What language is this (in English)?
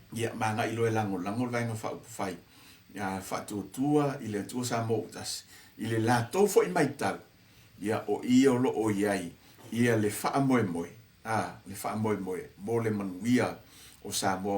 Samoan